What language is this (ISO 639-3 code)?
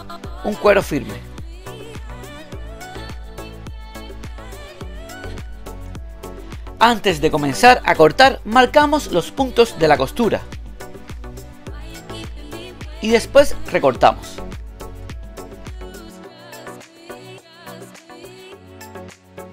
spa